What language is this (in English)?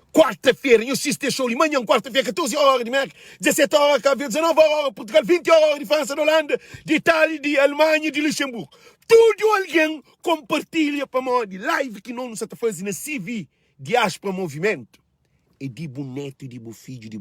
Kabuverdianu